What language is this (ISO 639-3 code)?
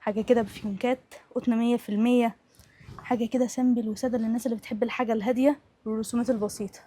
arz